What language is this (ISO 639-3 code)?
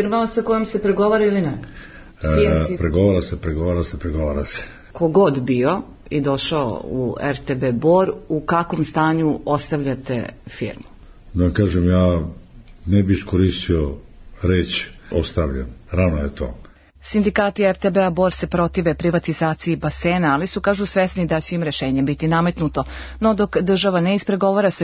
srp